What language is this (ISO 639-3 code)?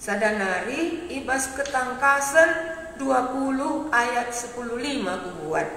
btx